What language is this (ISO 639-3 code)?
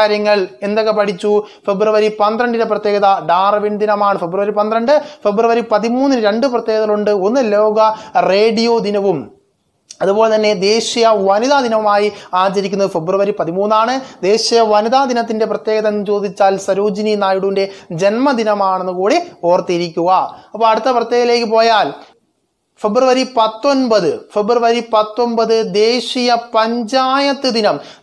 mal